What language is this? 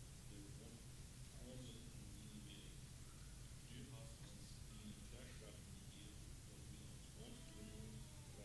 Plautdietsch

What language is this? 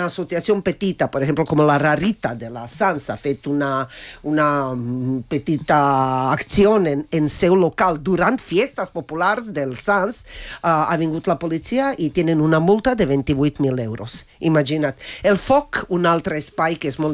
Catalan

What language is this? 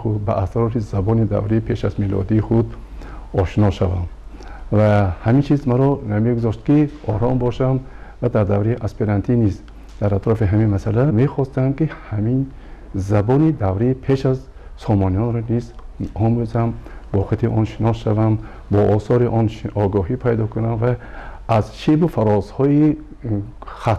Tajik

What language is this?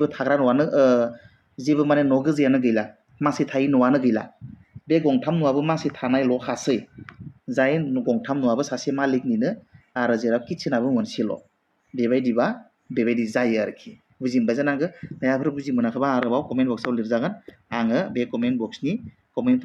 Bodo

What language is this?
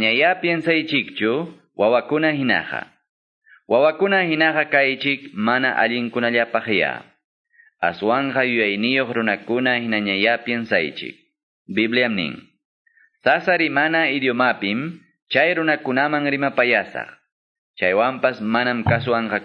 Quechua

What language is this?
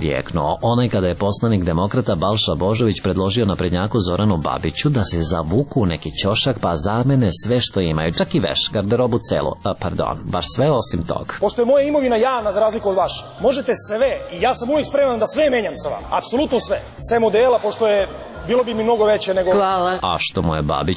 Serbian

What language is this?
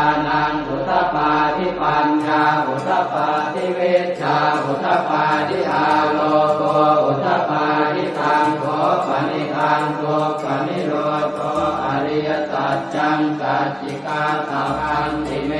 Pali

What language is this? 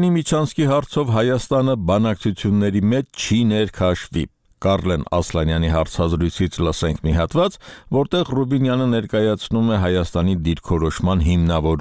Armenian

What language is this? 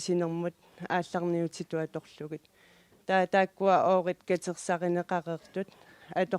Kalaallisut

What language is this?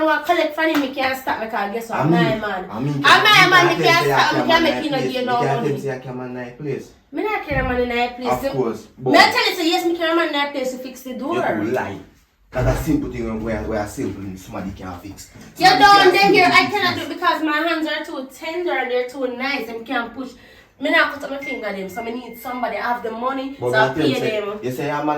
Jamaican Creole English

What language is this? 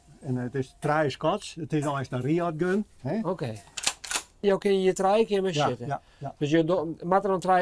Western Frisian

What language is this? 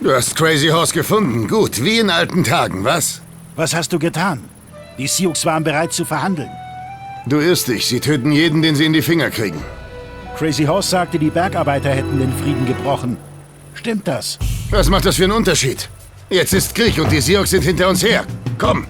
Bavarian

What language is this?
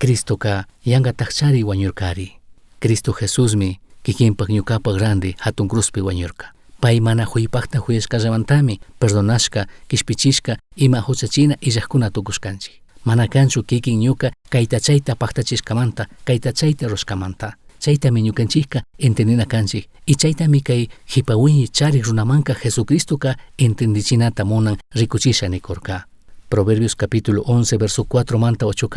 Chimborazo Highland Quichua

